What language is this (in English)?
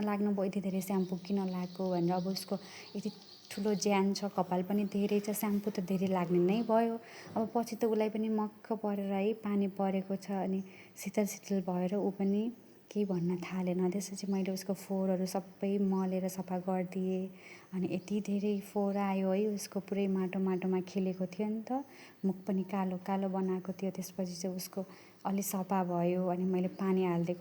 Nepali